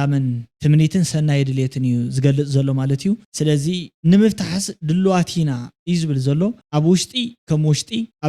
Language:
Tigrinya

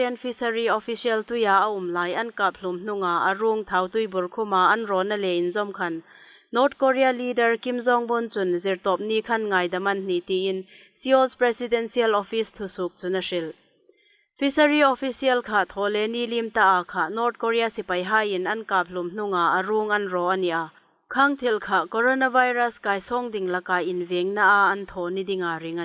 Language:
Hmar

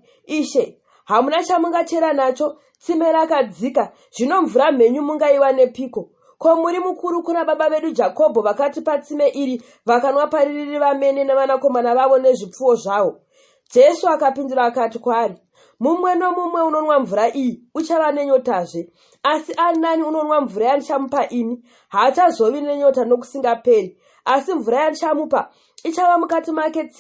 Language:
Shona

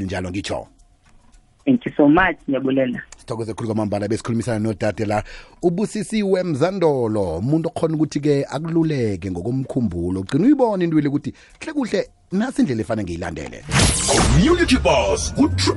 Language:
Xhosa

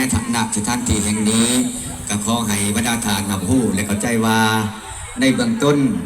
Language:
Lao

